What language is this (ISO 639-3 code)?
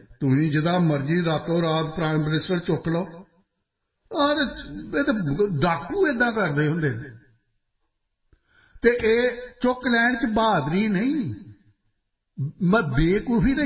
pan